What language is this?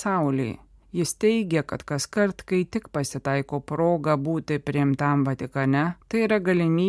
Lithuanian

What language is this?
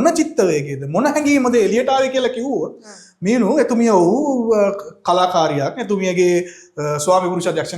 Sinhala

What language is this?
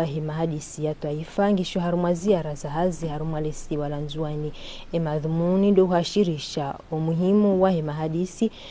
Ngazidja Comorian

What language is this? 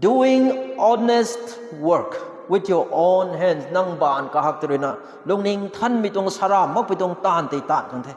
Rongmei Naga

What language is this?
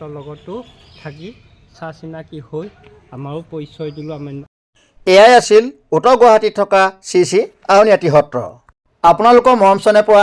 Assamese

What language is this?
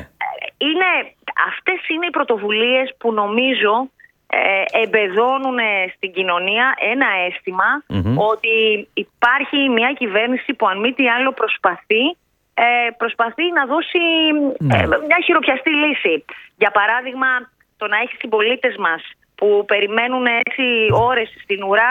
Greek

